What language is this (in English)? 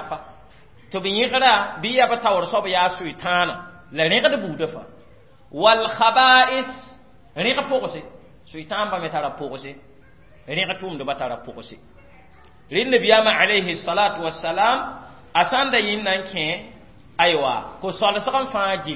Mossi